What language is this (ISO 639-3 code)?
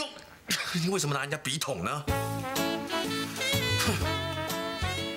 zho